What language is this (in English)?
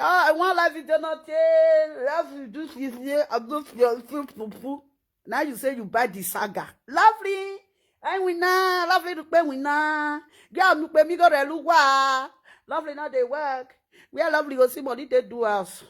Nigerian Pidgin